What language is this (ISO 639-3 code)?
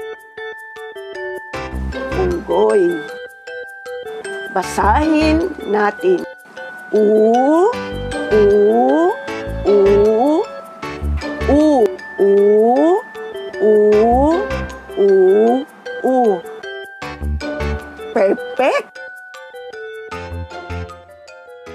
fil